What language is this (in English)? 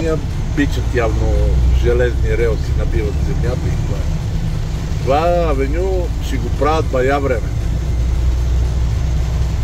Bulgarian